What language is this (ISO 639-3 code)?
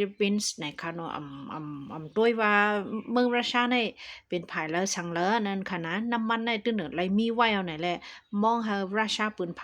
shn